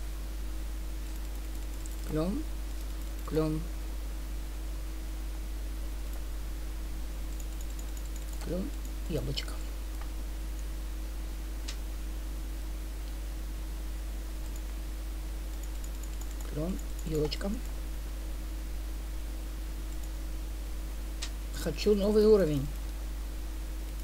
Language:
Russian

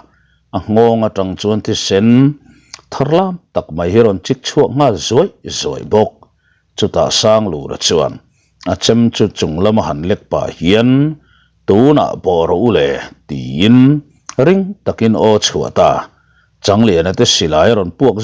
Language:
Mizo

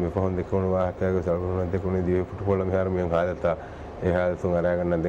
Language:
Divehi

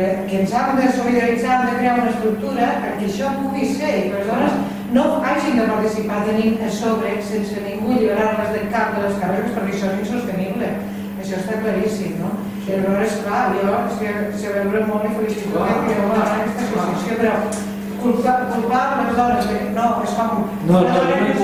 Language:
Catalan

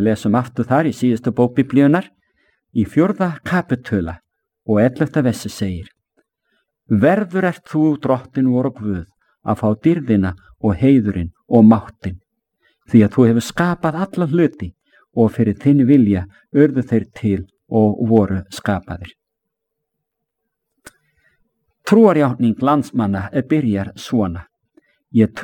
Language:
Icelandic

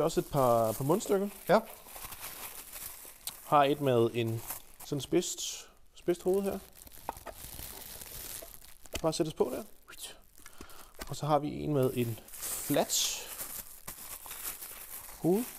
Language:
Danish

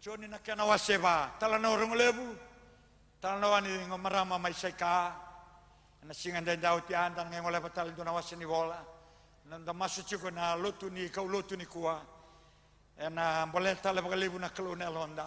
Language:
Fijian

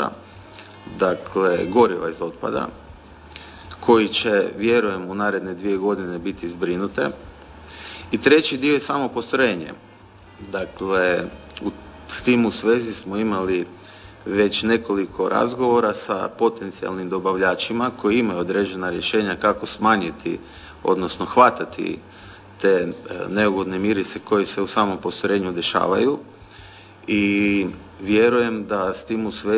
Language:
Croatian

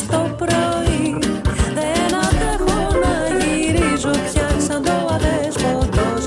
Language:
Greek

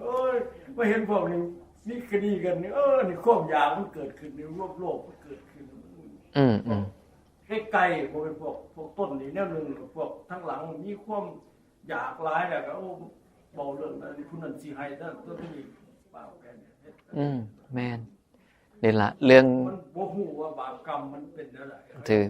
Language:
Northeastern Thai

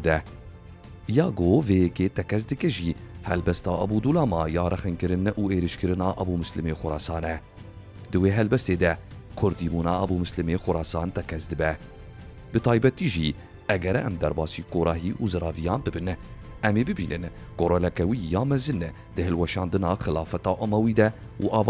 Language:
Kurdish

